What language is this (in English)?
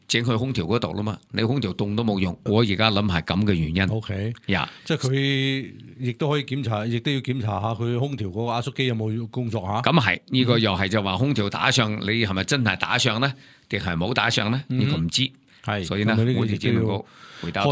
Cantonese